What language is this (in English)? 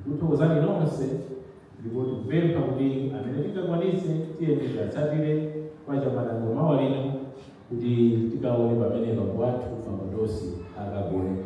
Nyanja